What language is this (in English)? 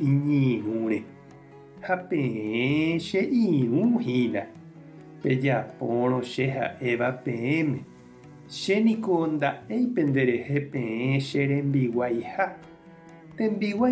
Guarani